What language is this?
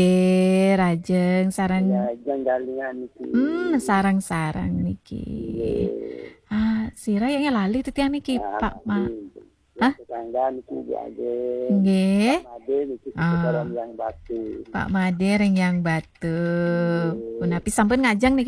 Balinese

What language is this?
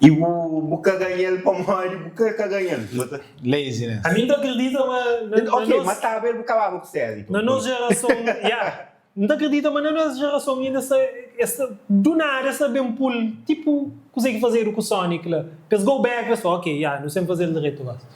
Kabuverdianu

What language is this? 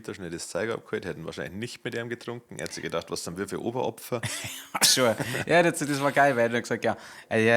Bavarian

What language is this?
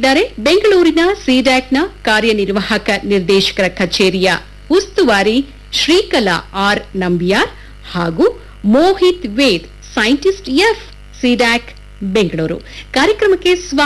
Kannada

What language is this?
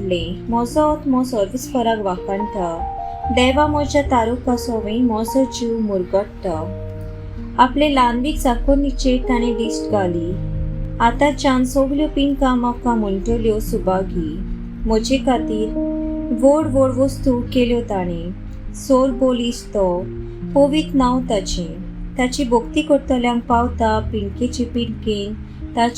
Konkani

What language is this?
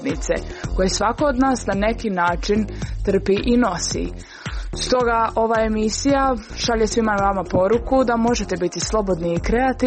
Croatian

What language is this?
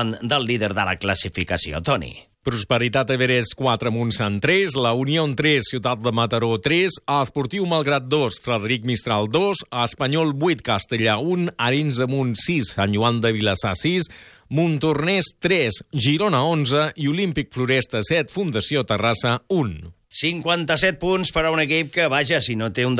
Catalan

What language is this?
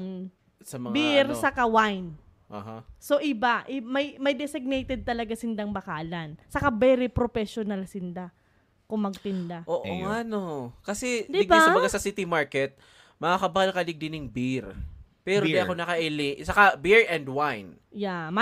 Bikol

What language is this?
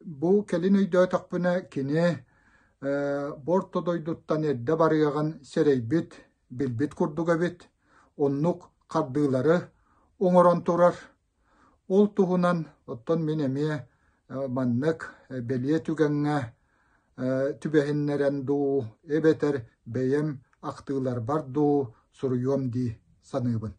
Yakut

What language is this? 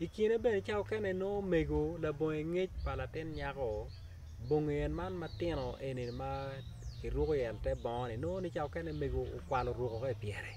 Acoli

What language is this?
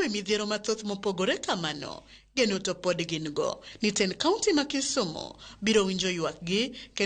Luo (Kenya and Tanzania)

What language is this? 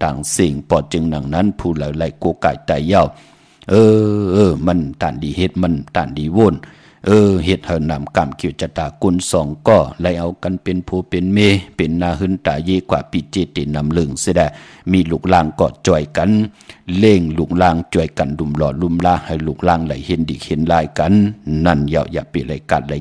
Shan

